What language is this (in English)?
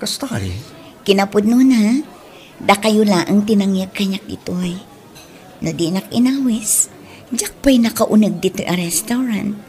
Iloko